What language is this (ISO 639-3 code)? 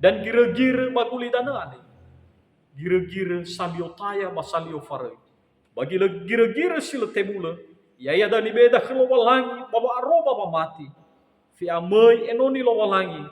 nia